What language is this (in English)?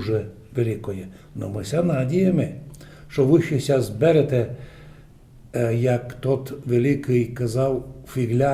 Rusyn